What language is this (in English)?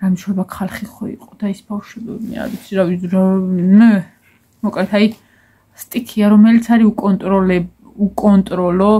Georgian